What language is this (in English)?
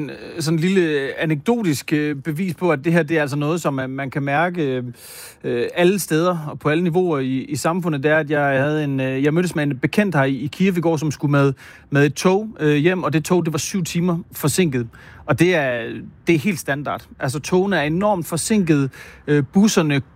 Danish